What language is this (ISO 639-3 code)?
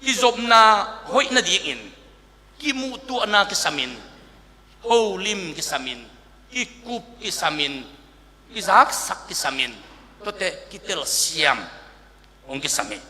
ctd